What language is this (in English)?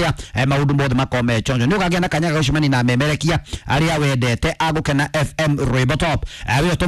Kikuyu